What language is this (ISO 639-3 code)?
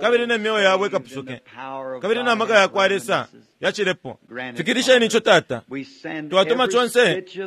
bem